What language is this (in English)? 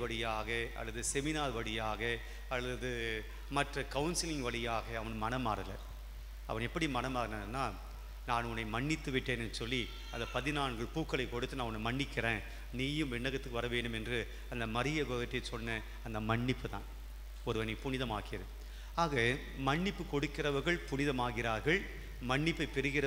Tamil